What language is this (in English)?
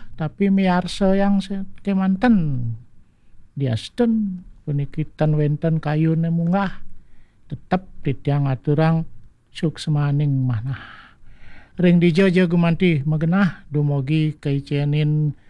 Balinese